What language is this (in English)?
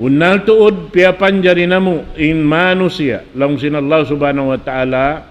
Tausug